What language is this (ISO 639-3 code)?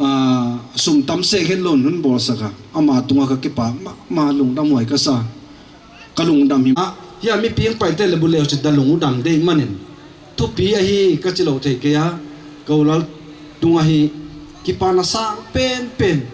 pck